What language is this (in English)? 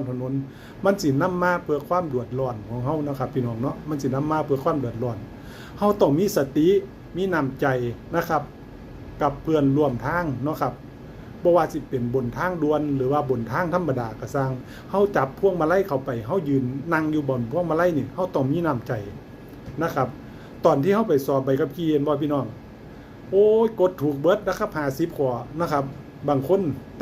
Northeastern Thai